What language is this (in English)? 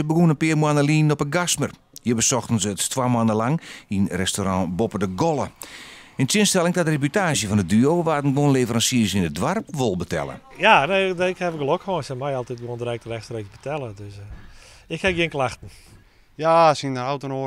Western Frisian